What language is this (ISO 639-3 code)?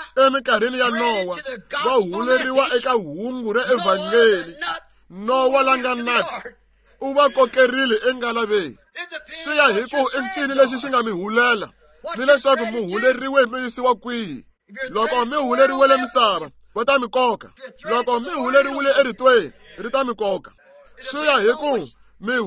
tso